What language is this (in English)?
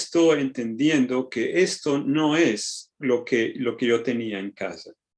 Ladino